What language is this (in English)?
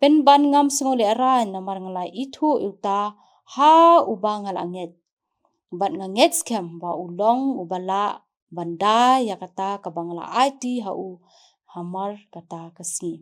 Khasi